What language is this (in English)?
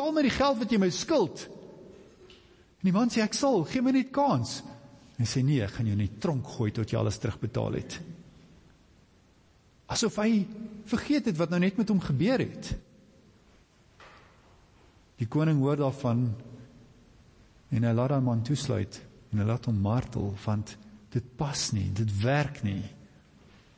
Afrikaans